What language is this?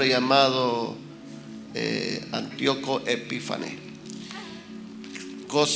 Spanish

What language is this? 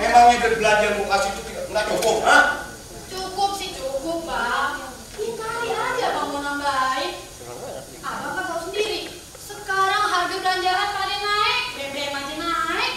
Betawi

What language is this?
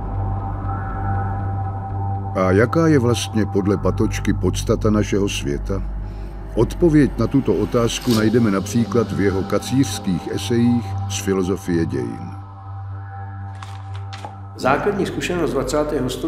Czech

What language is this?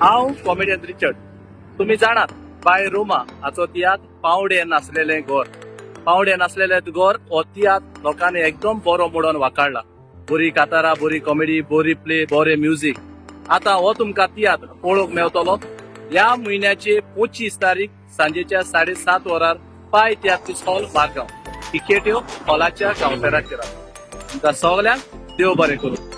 Konkani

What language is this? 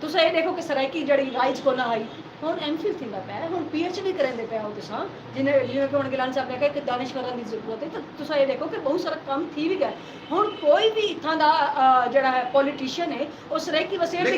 Saraiki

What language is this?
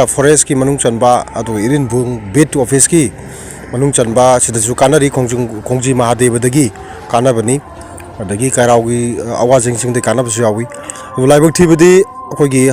Manipuri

